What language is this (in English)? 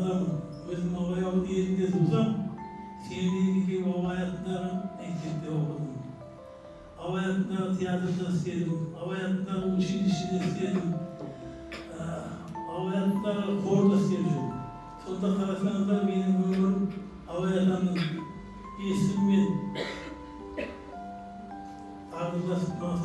Kazakh